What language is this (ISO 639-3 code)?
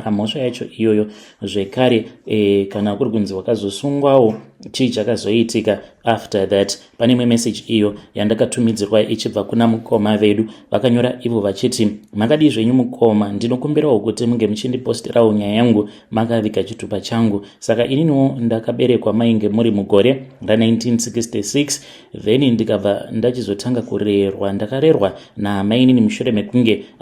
sna